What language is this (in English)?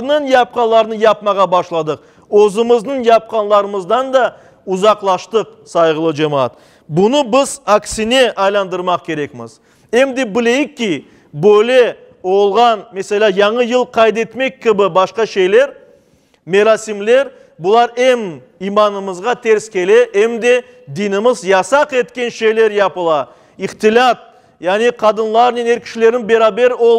Crimean Tatar